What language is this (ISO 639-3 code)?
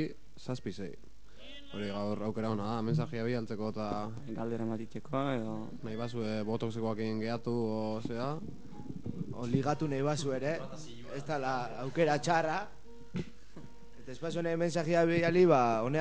eus